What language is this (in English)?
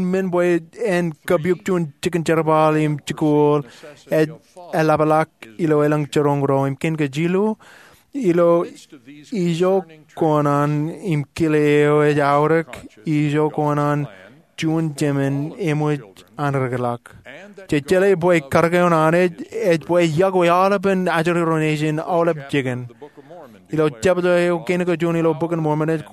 Marshallese